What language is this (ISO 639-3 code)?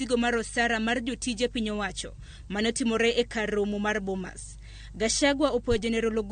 luo